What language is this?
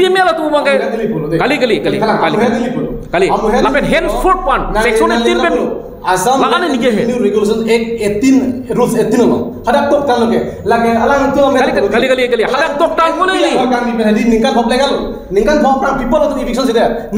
Karbi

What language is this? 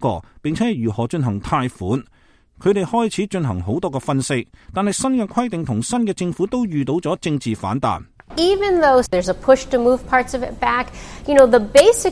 Cantonese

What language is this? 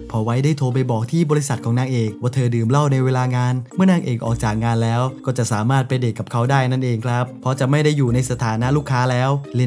Thai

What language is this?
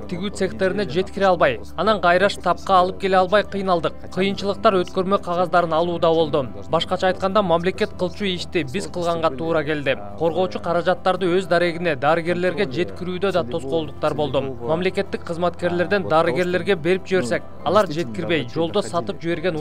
Kyrgyz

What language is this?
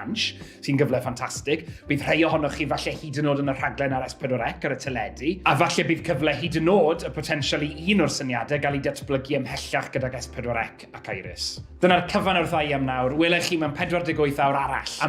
Welsh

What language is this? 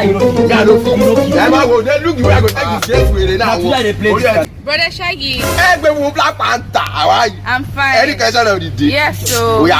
Nigerian Pidgin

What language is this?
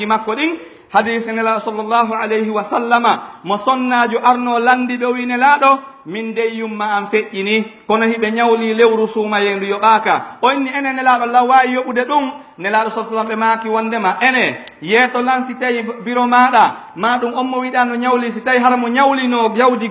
Pular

